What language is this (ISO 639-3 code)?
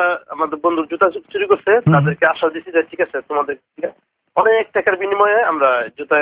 ben